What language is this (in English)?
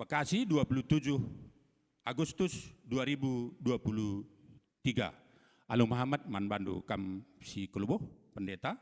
Batak Karo